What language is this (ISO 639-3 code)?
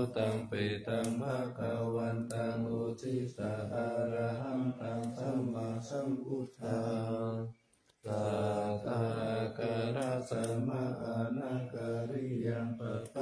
pli